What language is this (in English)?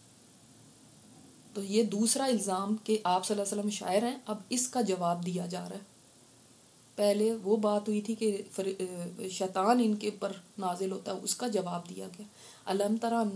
Urdu